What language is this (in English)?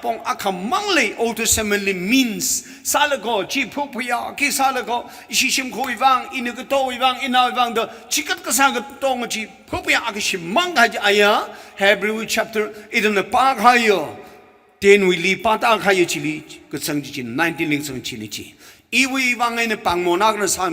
Tangkhul Naga (India)